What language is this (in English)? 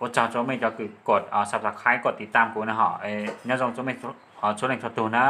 Hmong